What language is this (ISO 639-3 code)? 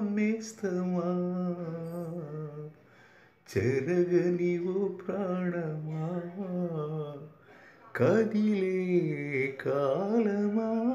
tel